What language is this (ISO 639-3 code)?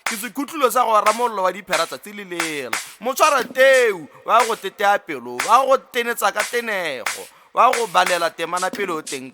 tsn